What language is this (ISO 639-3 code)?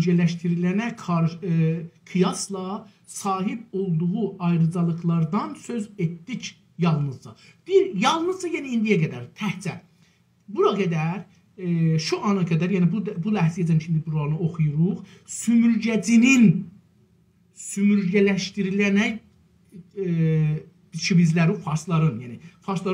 azb